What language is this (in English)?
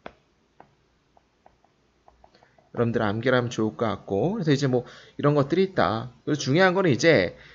Korean